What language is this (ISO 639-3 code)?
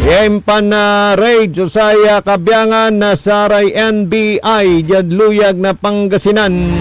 pag